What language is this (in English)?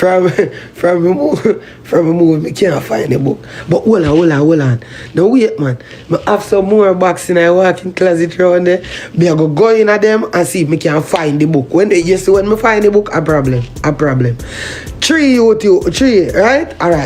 Jamaican Creole English